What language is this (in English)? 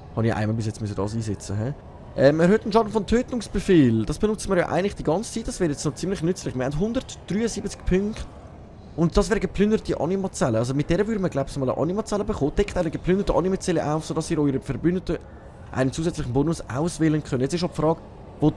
Swiss German